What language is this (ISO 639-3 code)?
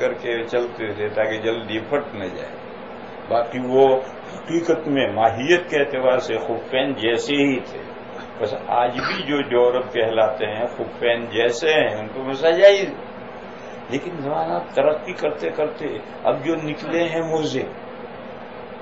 urd